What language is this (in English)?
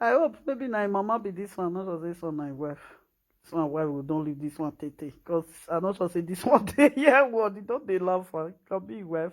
Nigerian Pidgin